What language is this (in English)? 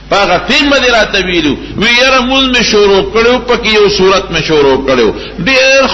Pashto